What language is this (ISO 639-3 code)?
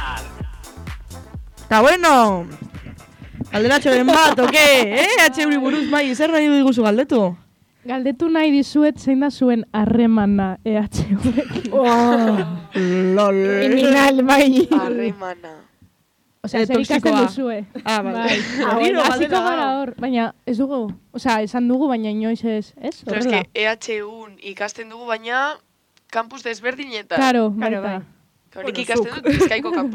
eus